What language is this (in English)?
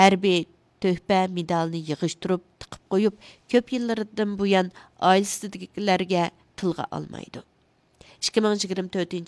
Uyghur